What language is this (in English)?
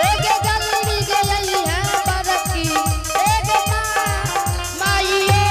Angika